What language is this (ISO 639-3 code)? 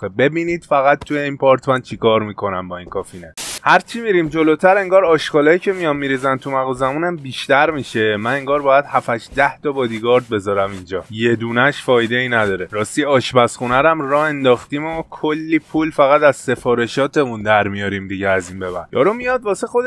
fas